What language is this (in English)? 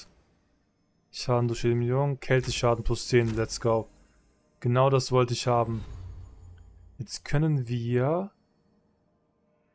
German